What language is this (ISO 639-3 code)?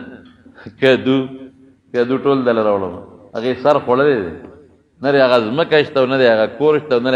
pus